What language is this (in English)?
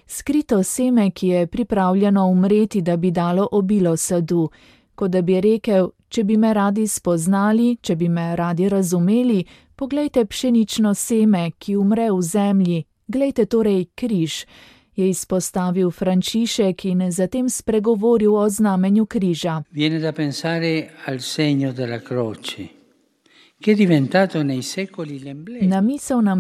Slovenian